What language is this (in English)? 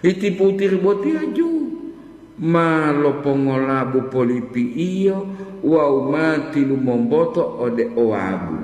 Gorontalo